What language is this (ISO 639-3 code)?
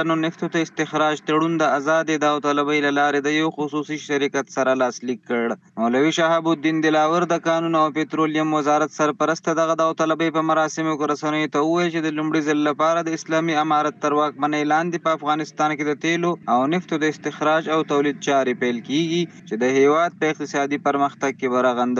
pus